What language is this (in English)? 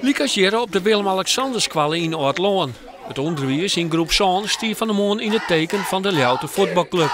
Western Frisian